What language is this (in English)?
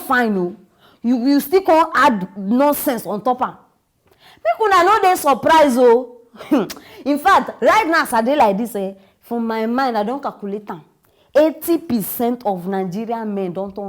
Nigerian Pidgin